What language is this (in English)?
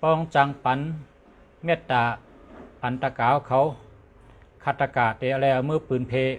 Shan